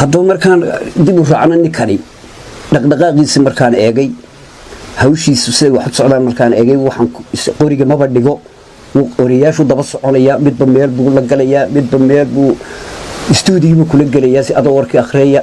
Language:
Somali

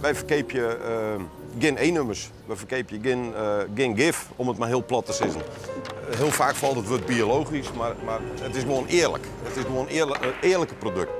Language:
Western Frisian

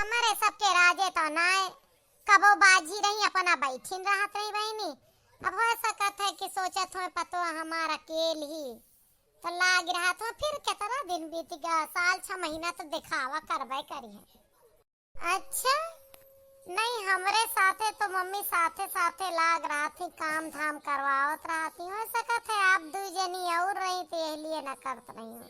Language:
Awadhi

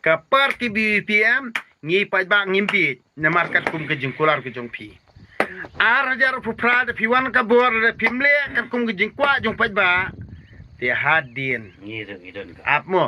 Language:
Khasi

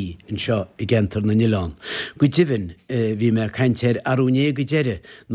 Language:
Irish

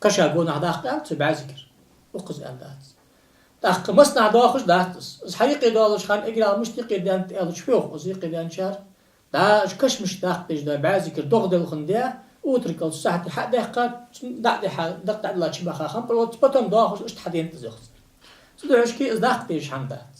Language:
Ingush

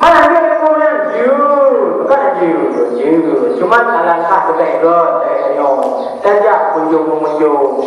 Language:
Achinese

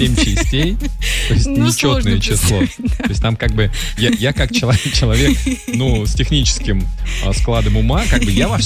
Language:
Russian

